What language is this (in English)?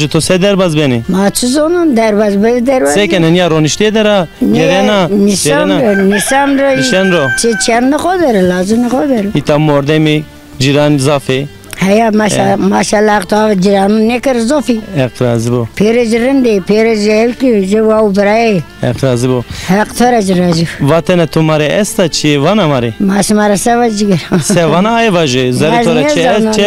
Zaza